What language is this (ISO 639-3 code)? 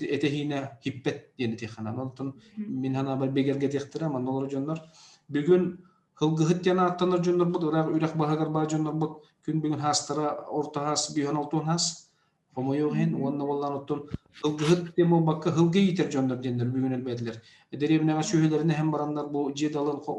sah